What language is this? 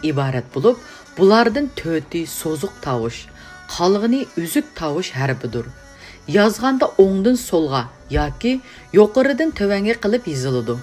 Uyghur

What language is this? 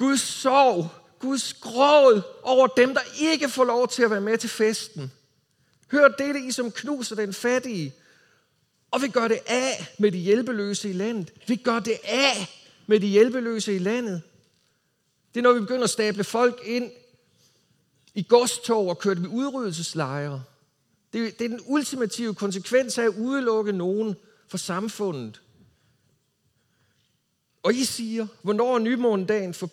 Danish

